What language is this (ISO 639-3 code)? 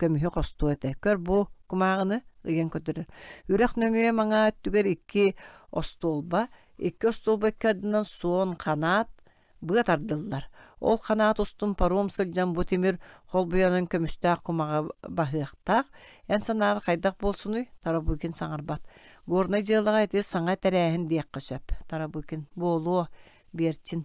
sah